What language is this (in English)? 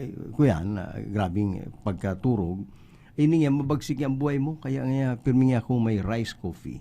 Bikol